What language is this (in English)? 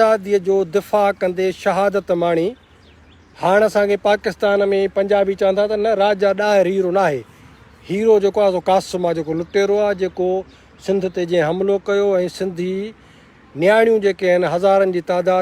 Sindhi